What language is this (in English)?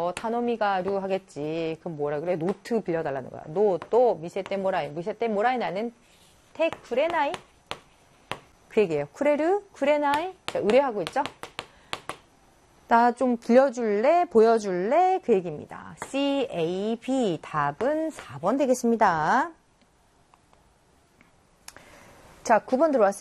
Korean